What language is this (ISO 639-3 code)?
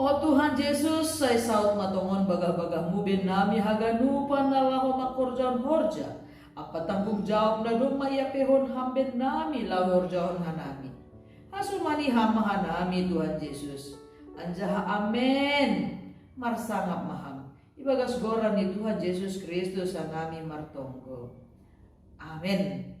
bts